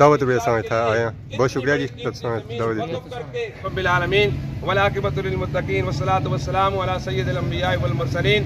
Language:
Pahari-Potwari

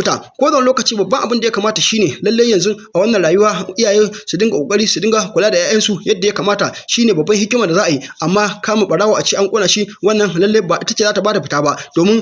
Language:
Hausa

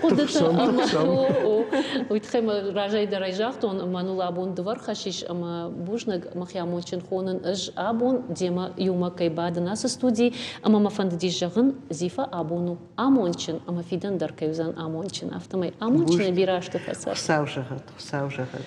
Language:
Ossetic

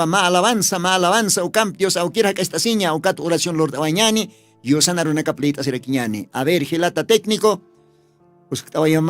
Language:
Aymara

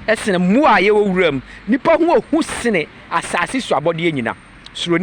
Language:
Akan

